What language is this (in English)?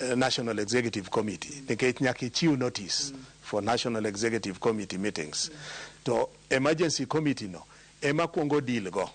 Luo (Kenya and Tanzania)